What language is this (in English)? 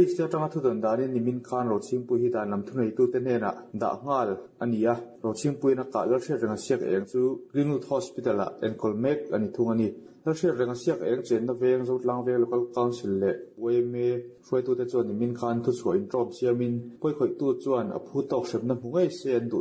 Mizo